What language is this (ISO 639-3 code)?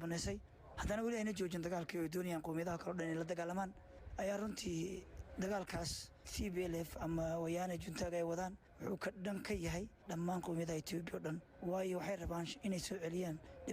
som